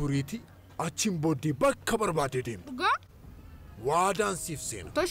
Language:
Oromo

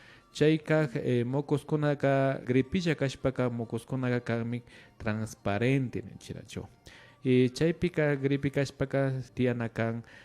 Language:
Imbabura Highland Quichua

